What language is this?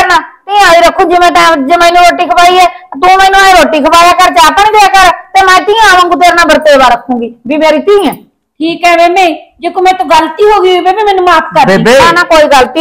Punjabi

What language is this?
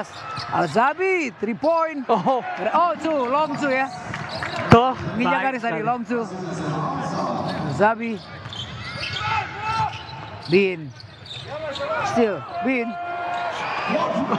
Indonesian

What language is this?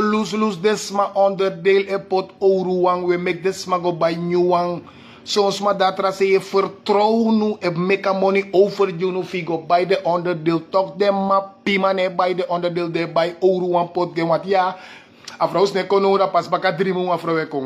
Sranan Tongo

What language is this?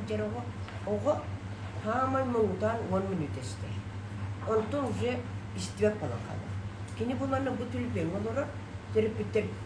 Yakut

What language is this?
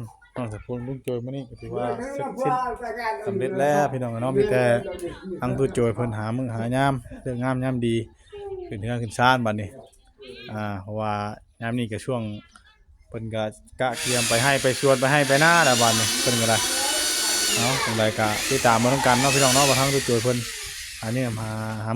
Northeastern Thai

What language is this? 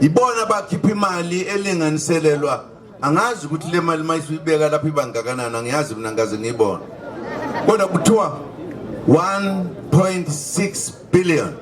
Zulu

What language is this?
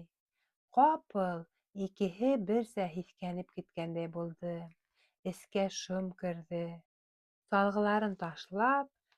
Bashkir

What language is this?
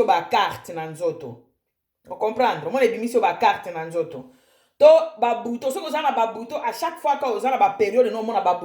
Lingala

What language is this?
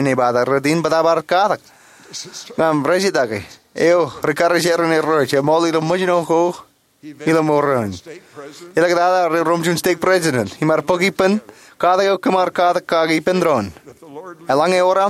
Marshallese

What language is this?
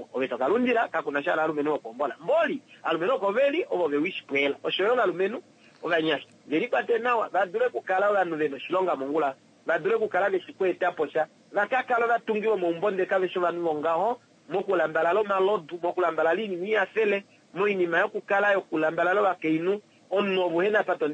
Kuanyama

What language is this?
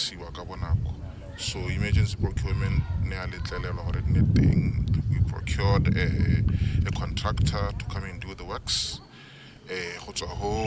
Tswana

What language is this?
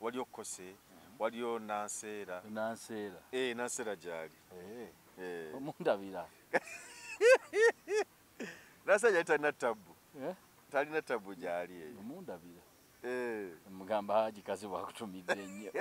Ganda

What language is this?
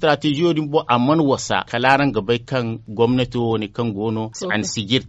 Zarma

